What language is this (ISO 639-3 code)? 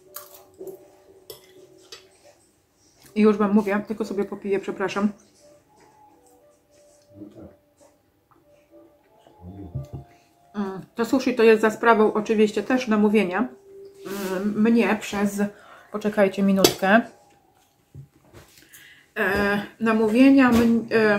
pol